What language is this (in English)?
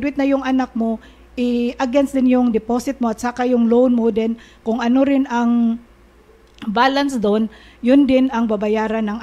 Filipino